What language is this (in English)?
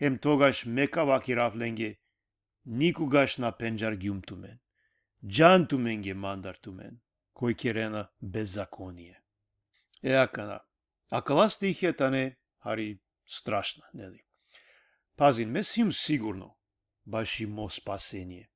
Balkan Romani